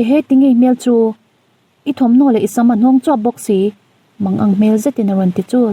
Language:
Mizo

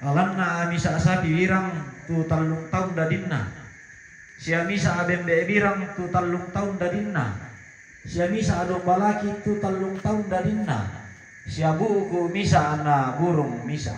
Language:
Toraja-Sa'dan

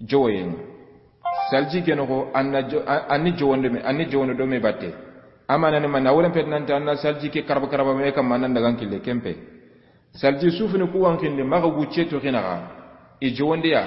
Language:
Soninke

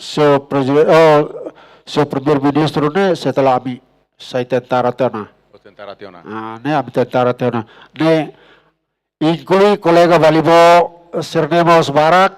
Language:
Tetum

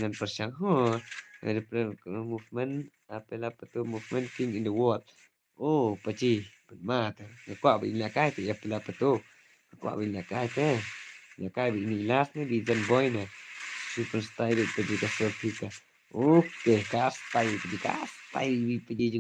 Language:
Khasi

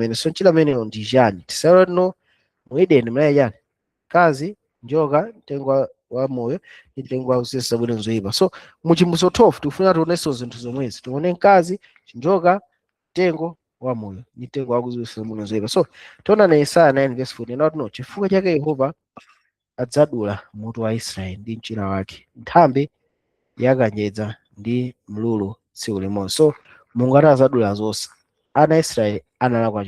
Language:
Nyanja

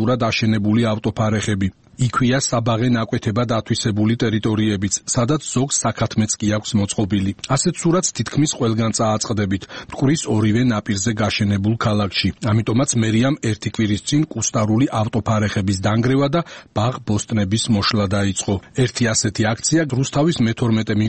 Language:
Georgian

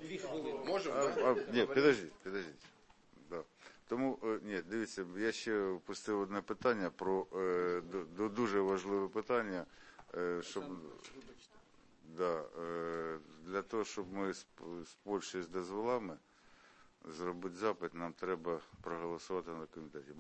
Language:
Ukrainian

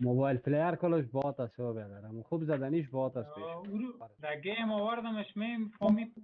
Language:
Persian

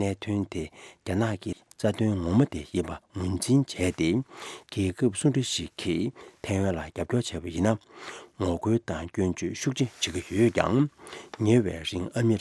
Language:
Tibetan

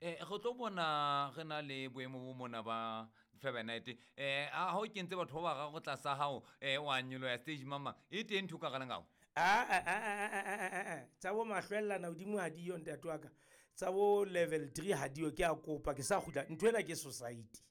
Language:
Southern Sotho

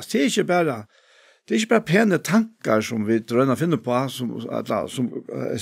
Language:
Faroese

